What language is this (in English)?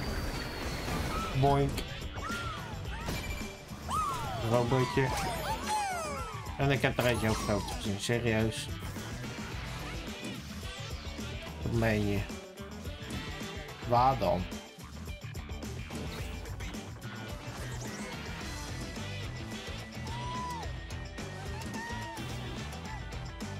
Dutch